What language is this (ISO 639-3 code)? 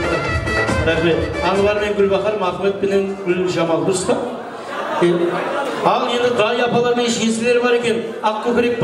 kaa